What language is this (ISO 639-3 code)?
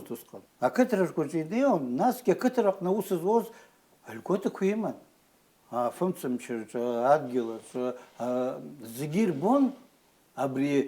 abk